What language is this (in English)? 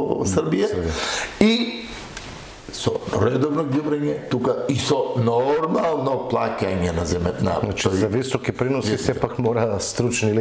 Macedonian